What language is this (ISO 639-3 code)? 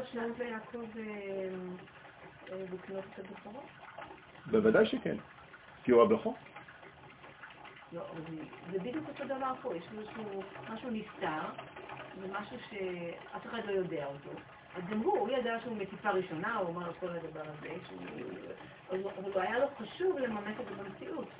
heb